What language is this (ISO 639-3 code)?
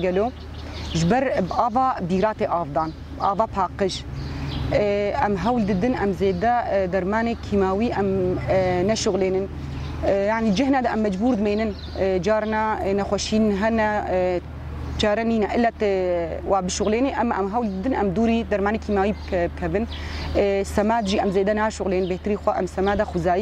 kur